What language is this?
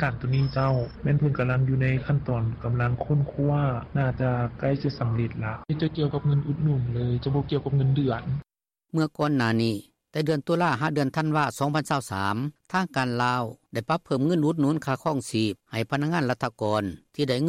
Lao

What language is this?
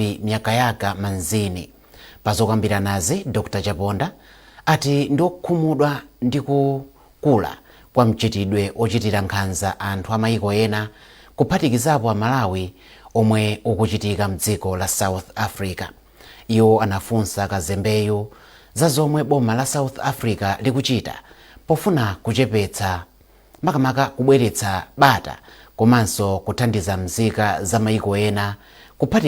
Nyanja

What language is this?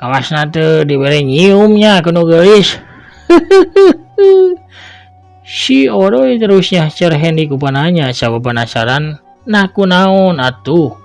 Sundanese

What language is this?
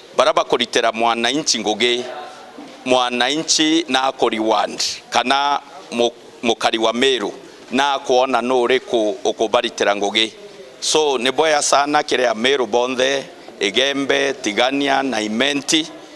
Meru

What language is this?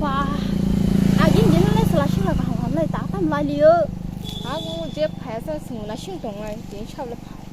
Kok Borok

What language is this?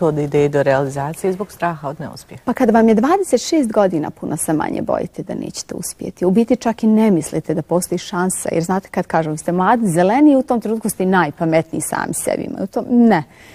Bosnian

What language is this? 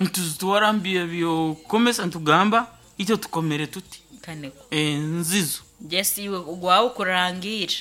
Nyankole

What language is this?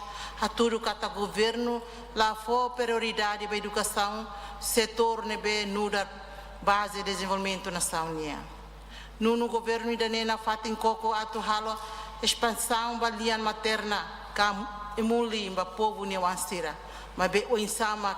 Tetum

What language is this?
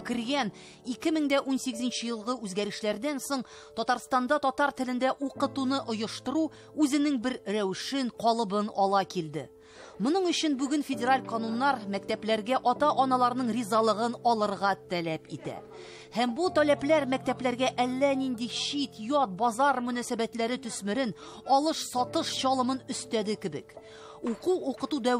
Tatar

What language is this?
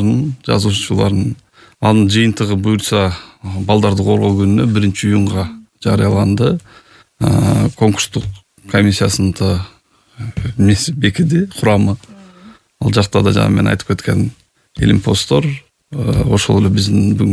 Kyrgyz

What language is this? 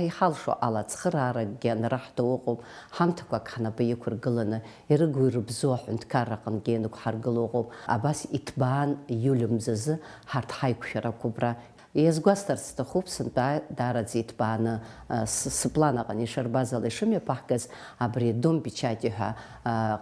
Abkhazian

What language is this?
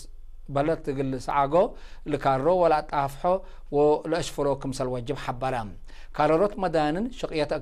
Tigre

